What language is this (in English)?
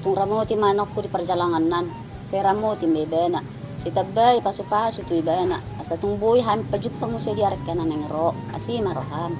Batak Toba